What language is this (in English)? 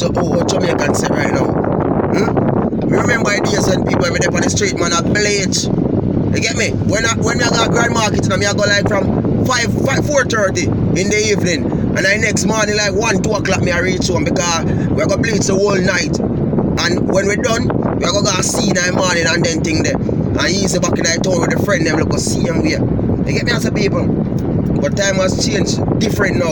Jamaican Creole English